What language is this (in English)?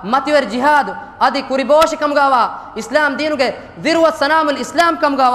Divehi